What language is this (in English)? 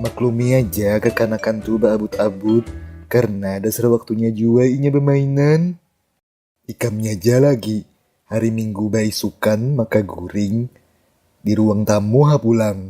Banjar